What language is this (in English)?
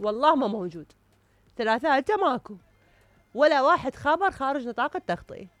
Mesopotamian Arabic